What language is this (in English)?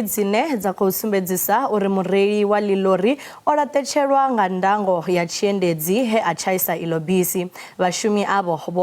Venda